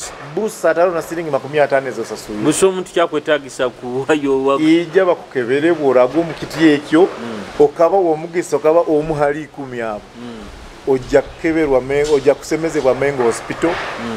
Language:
Nyoro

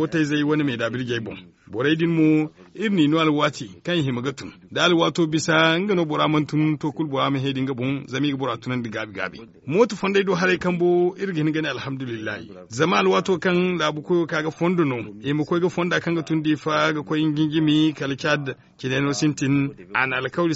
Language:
Zarma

